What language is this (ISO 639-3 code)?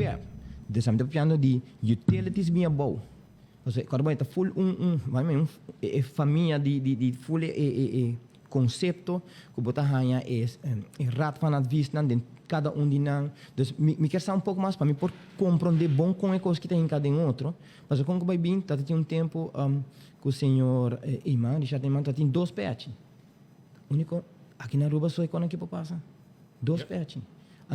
pap